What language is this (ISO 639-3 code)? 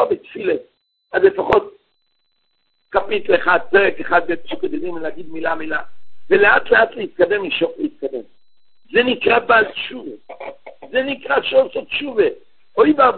heb